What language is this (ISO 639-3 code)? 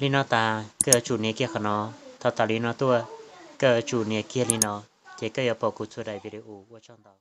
hmn